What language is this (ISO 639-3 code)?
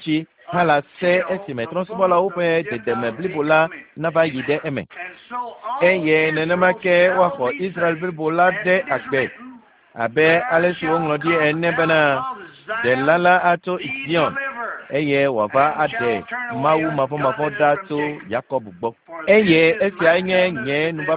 ewe